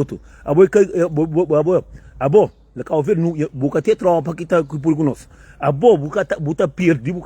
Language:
Kabuverdianu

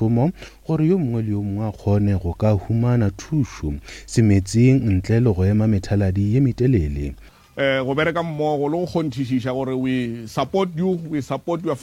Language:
Northern Sotho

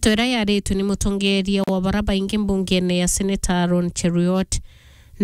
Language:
Meru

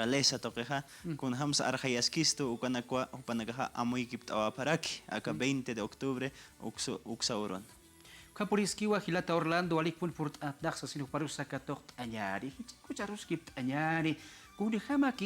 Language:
Aymara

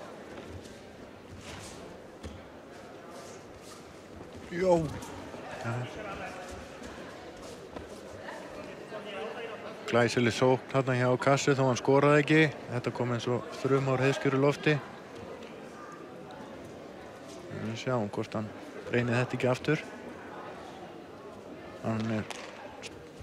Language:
Icelandic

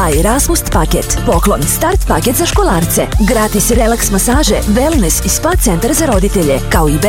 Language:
Serbian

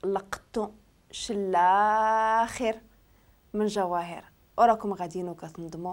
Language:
Moroccan Arabic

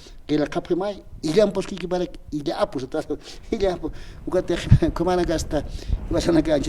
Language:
Aymara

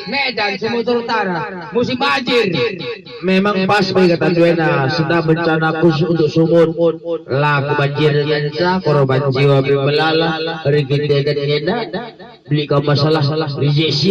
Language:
Batak Karo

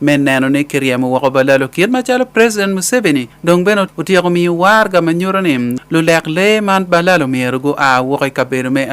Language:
Acoli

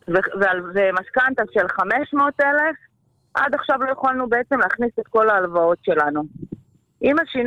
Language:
Hebrew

